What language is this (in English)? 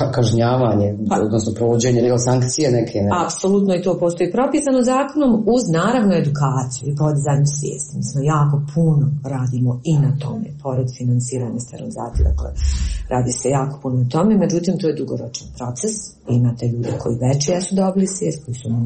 Croatian